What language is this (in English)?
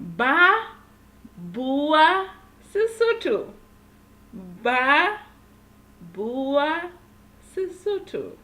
Southern Sotho